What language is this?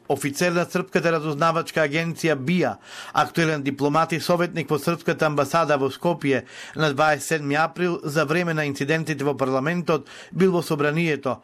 Macedonian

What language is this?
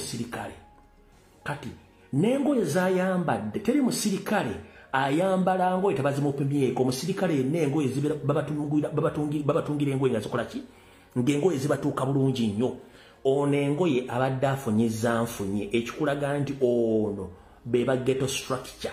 Ganda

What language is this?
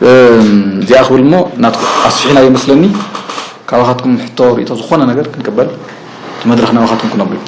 Tigrinya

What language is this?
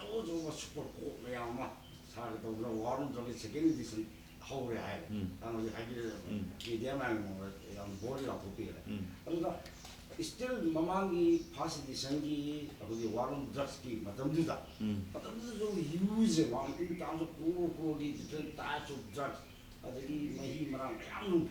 Manipuri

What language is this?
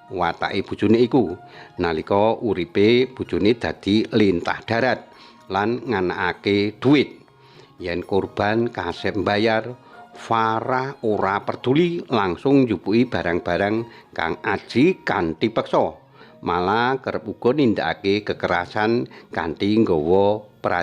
Javanese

